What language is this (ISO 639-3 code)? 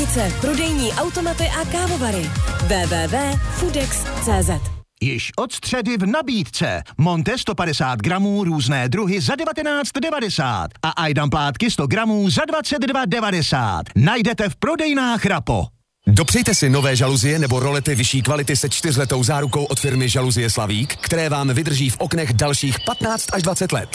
ces